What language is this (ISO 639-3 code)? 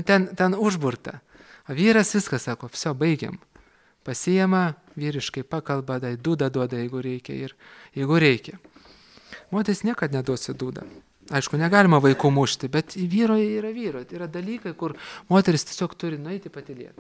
lit